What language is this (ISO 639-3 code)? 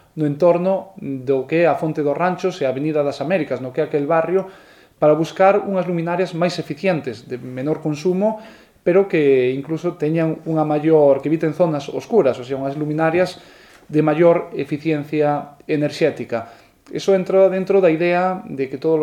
glg